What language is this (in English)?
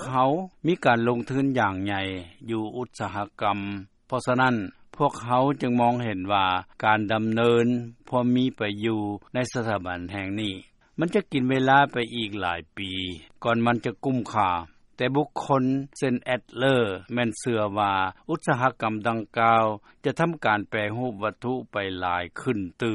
Lao